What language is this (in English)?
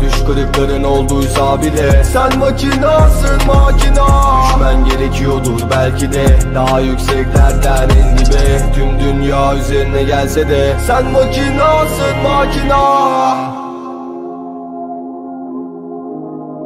Turkish